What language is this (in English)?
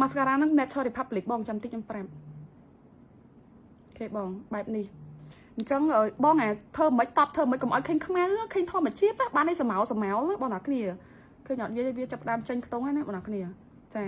Khmer